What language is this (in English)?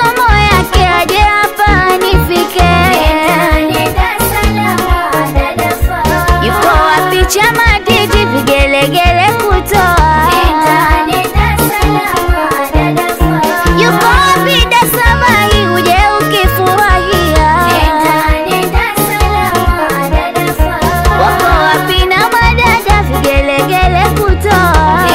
Swahili